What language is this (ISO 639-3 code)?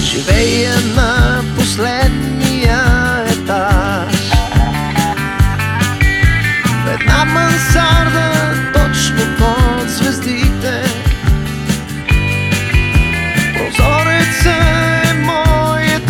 bul